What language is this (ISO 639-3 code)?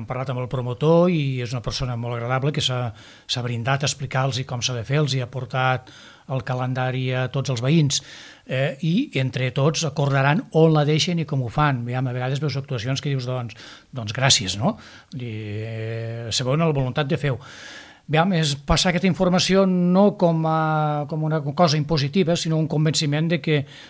cat